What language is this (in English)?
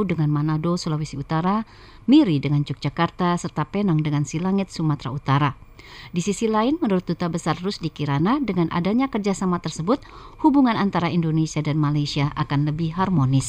Indonesian